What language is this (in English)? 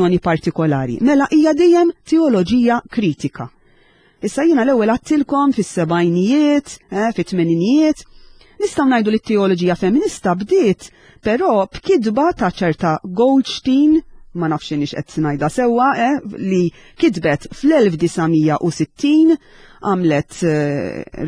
Maltese